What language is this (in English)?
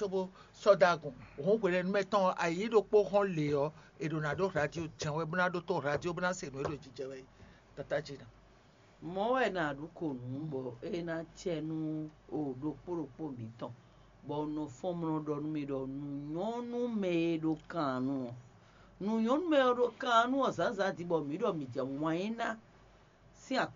Fon